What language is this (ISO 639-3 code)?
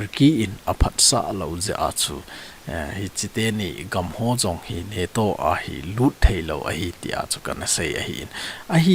tcz